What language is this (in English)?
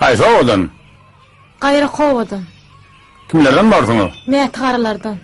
Turkmen